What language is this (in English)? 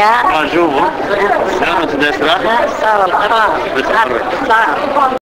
Zaza